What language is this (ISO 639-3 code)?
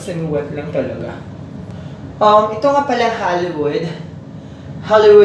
fil